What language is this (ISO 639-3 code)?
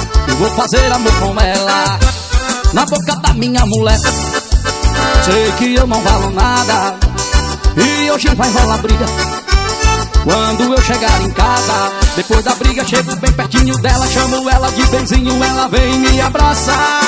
por